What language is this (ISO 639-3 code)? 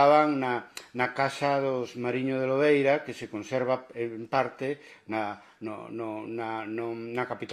glg